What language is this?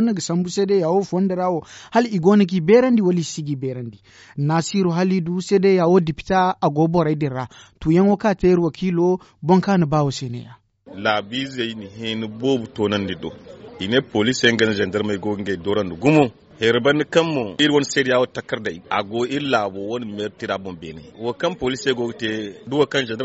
Zarma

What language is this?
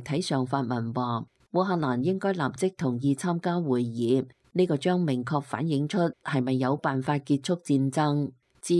Cantonese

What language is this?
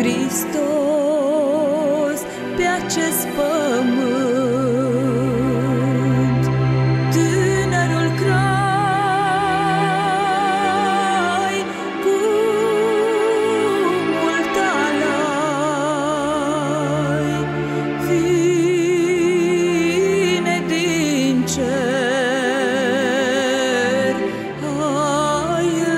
Romanian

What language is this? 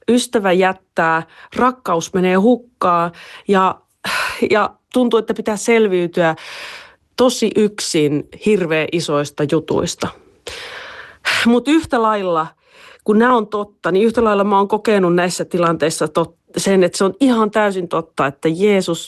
Finnish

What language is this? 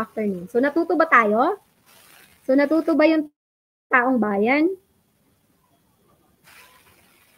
Filipino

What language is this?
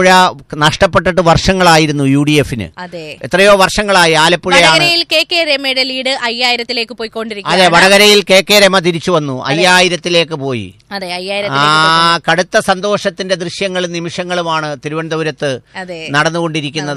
Malayalam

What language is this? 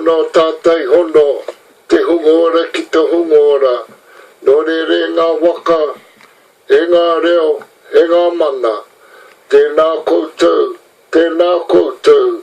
Māori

